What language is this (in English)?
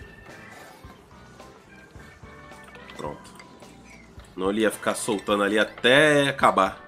Portuguese